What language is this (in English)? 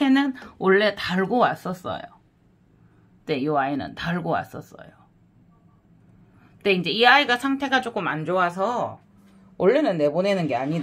Korean